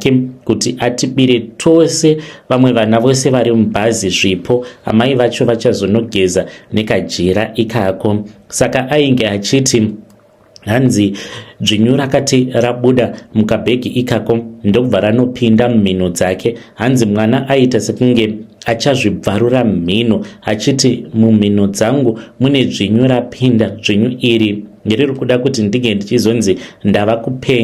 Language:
Shona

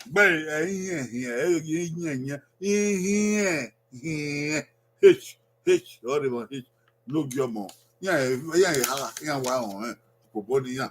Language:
Bini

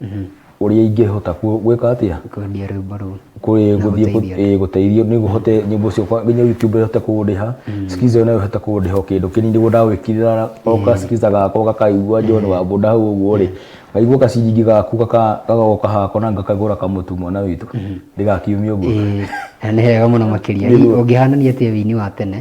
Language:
Kikuyu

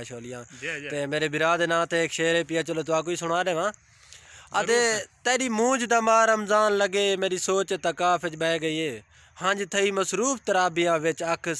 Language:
Saraiki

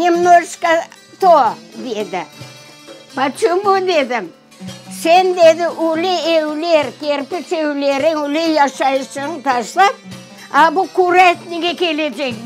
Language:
Crimean Tatar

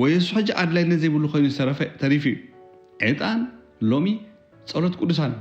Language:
Tigrinya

